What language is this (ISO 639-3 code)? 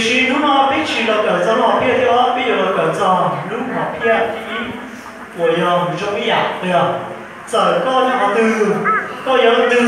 hmn